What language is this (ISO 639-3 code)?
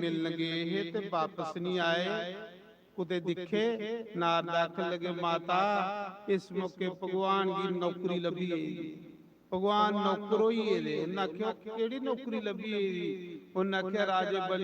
doi